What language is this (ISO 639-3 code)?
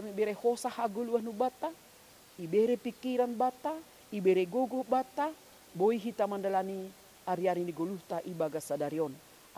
bts